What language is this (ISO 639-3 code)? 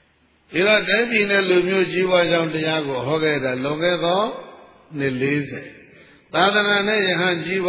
mya